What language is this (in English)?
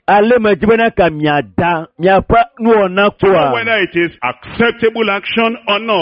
Ewe